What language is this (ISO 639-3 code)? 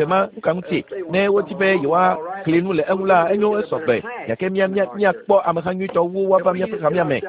ewe